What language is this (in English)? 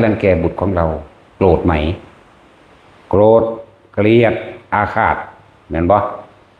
Northeastern Thai